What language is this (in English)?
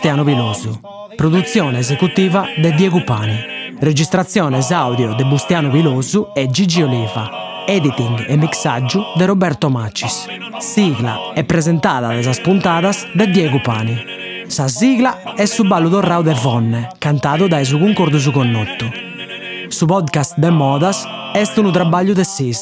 Sardinian